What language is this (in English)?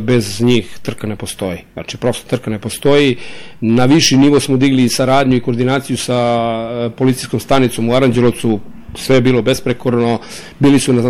Serbian